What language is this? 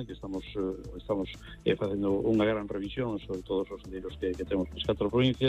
Galician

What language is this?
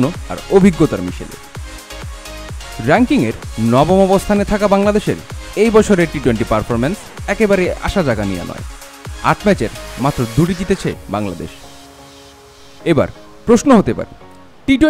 Bangla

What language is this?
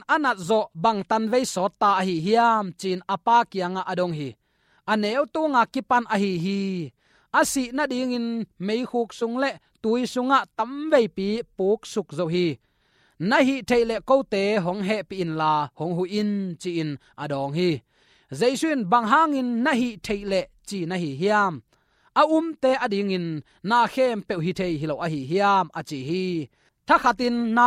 Tedim Chin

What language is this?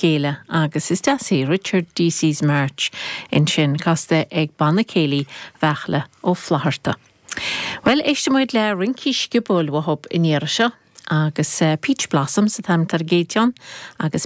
Irish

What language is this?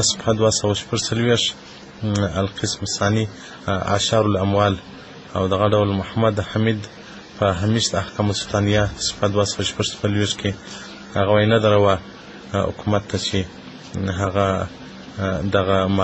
Pashto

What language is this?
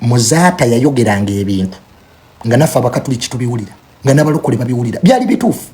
Ganda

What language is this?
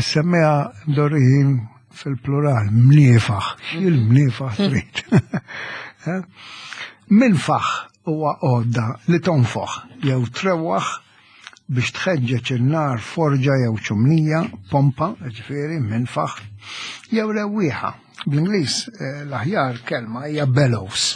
Maltese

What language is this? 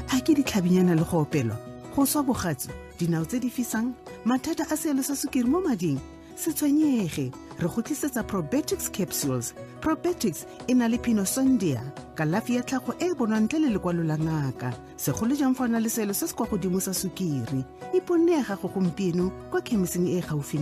Tswana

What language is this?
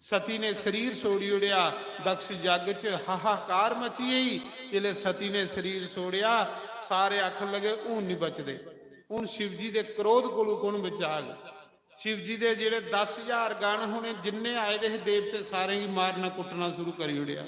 Dogri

